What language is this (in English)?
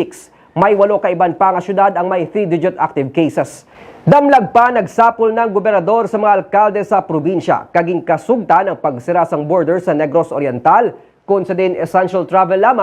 Hiligaynon